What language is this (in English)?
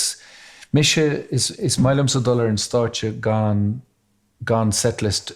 Irish